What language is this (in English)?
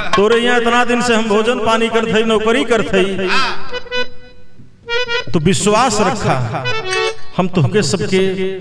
Bhojpuri